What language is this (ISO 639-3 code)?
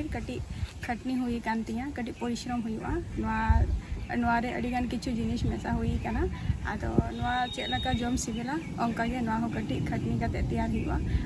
sat